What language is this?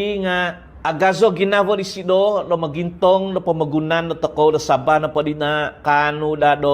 Central Dusun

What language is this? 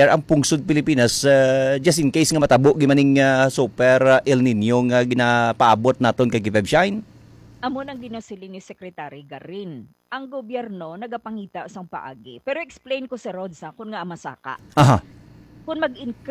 Hiligaynon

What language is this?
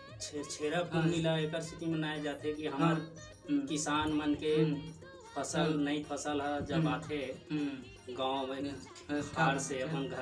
Chhattisgarhi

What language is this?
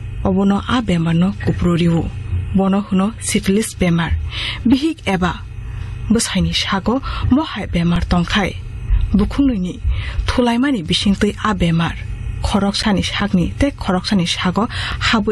Kok Borok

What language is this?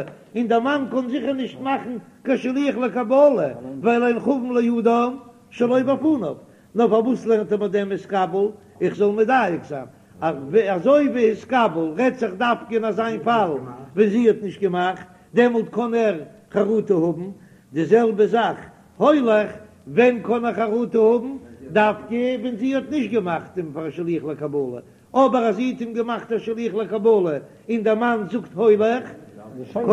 Yiddish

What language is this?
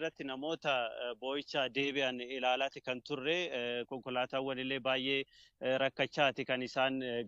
Oromo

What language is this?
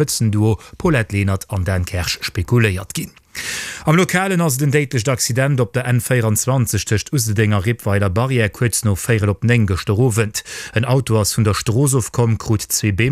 Luxembourgish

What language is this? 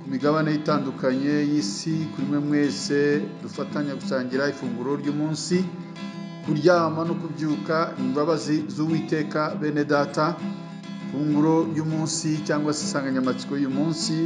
Kinyarwanda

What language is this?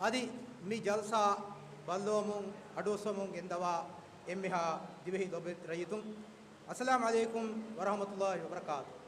Divehi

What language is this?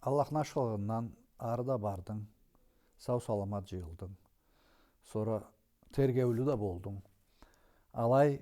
Karachay-Balkar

